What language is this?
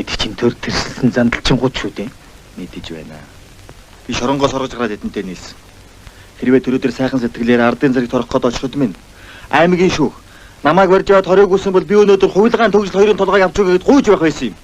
Mongolian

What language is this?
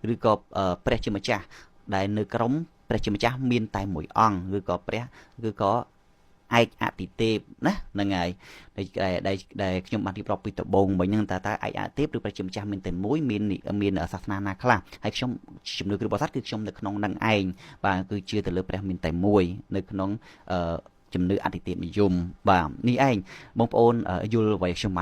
Khmer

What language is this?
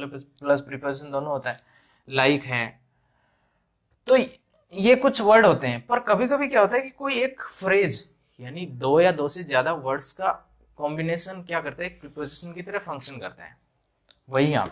Hindi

